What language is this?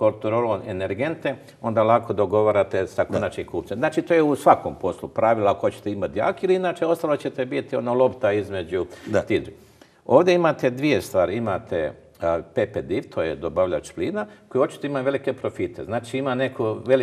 Croatian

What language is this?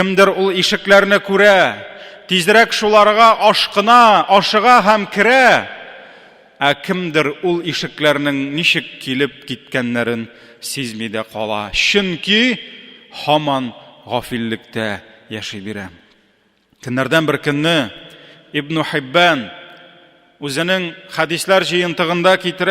Tatar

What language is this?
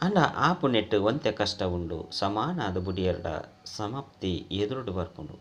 Tulu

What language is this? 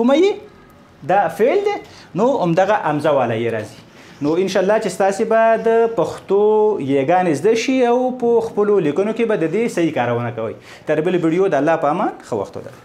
Pashto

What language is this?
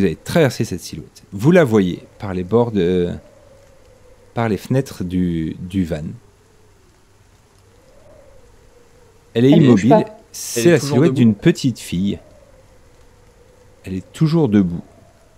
French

